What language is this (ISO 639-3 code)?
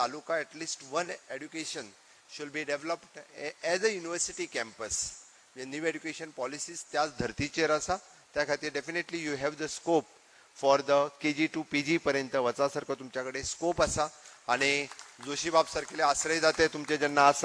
kok